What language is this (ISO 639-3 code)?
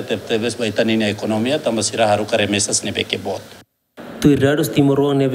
tet